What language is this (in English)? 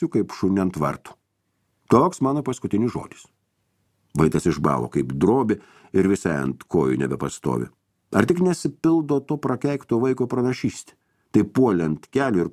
Lithuanian